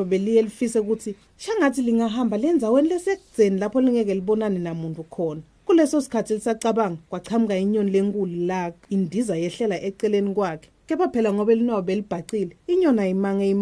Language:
Swati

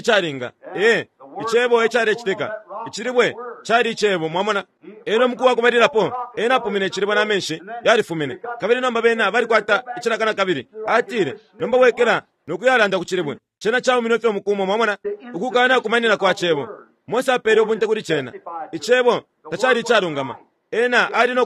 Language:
Bemba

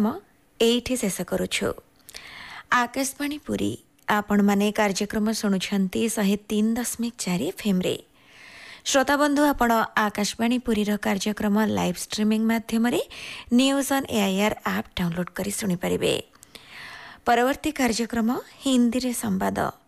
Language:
Odia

